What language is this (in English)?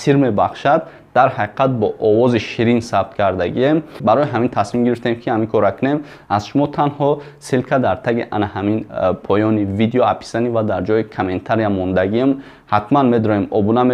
Tajik